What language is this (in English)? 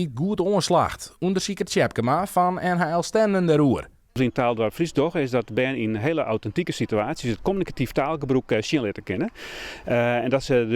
Western Frisian